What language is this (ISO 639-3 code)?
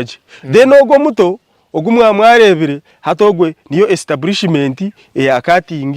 nyn